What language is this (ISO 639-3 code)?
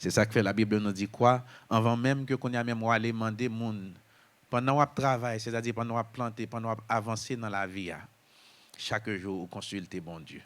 hat